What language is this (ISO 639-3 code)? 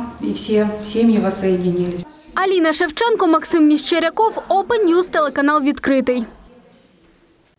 ukr